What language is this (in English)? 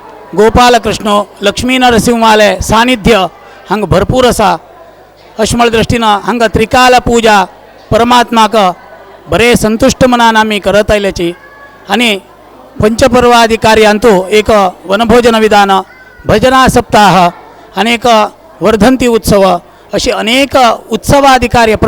Konkani